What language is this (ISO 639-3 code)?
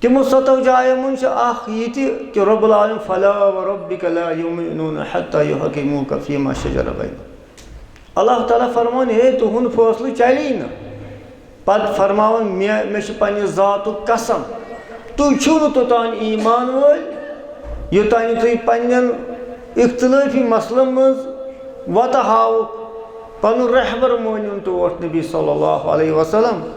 kas